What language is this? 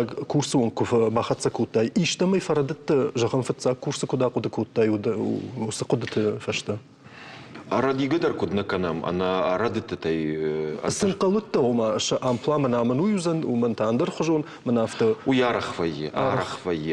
Ossetic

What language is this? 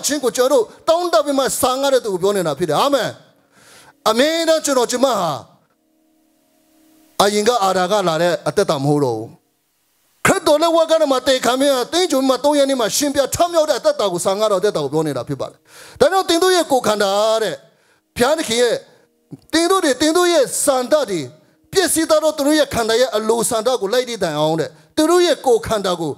Burmese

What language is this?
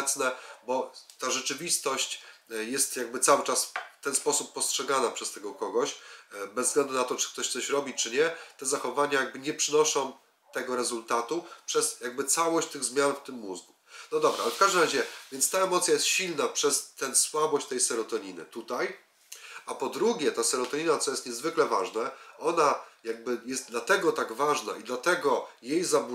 Polish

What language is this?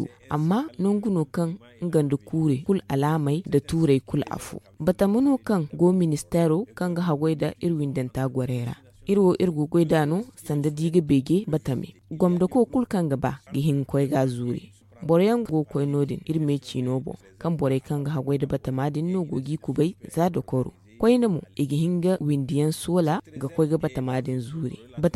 Zarma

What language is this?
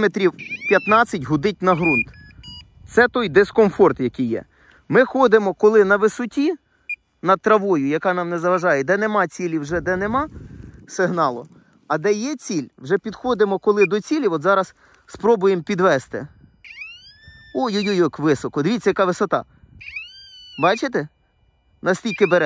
Ukrainian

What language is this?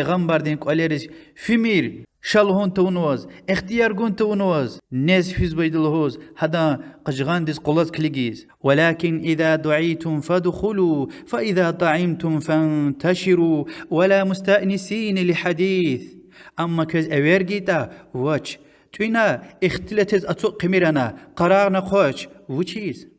Lezghian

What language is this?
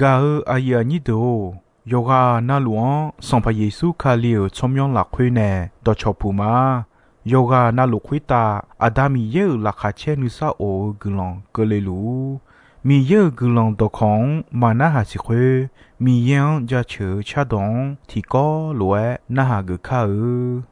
Akha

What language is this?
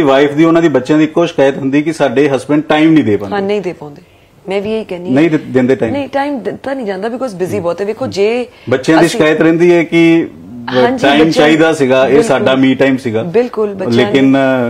Punjabi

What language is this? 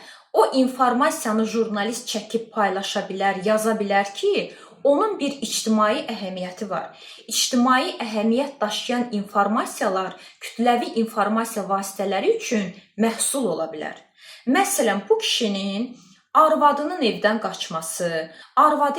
Azerbaijani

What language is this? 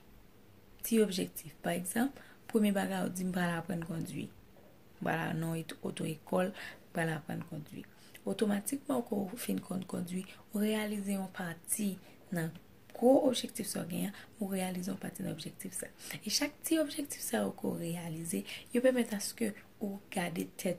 Haitian Creole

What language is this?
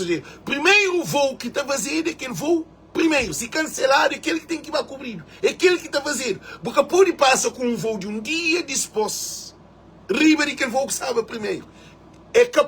Kabuverdianu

